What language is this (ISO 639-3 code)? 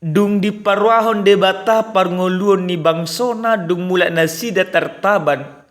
bbc